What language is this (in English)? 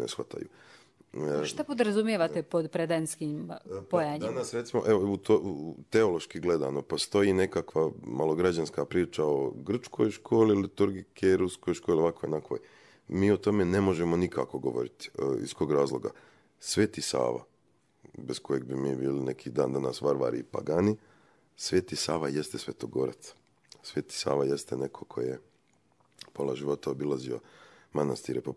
Serbian